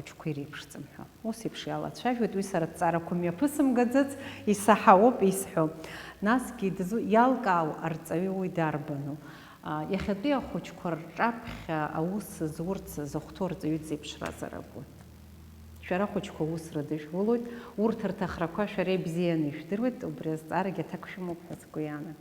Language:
Abkhazian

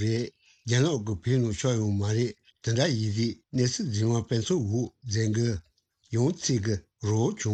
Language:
Tibetan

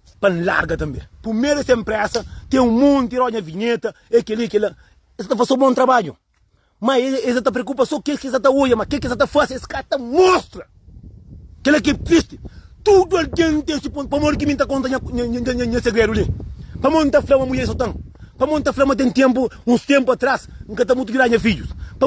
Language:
Kabuverdianu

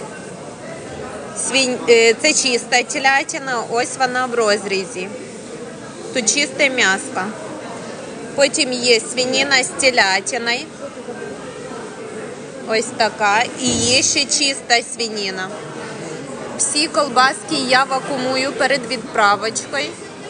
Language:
Ukrainian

